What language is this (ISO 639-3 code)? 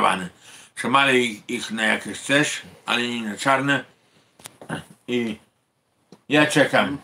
pol